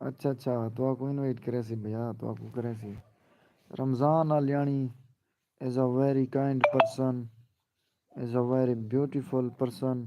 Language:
Saraiki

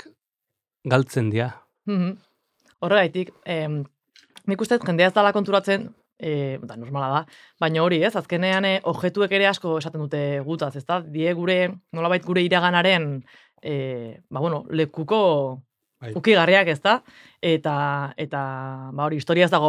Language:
Basque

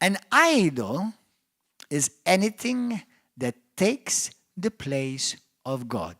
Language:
English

